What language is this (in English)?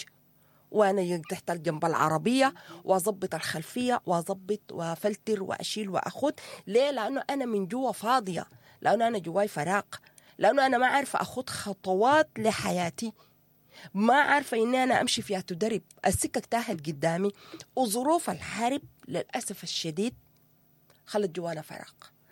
Sudanese Arabic